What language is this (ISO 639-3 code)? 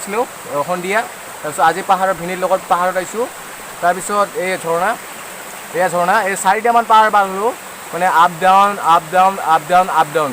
asm